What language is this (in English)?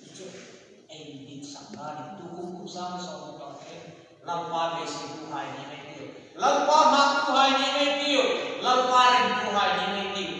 Hmar